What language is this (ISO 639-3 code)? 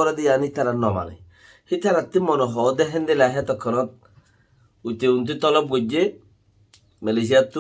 rhg